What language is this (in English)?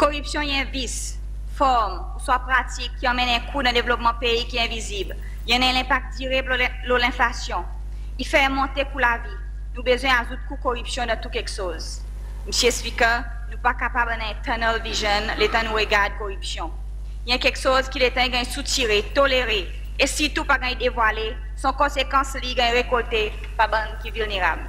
Seselwa Creole French